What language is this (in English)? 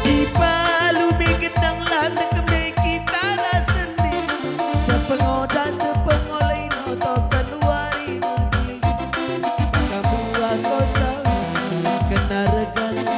Batak Karo